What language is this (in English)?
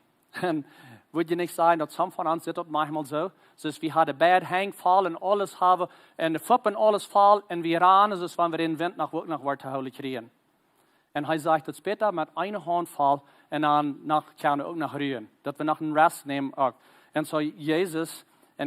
Plautdietsch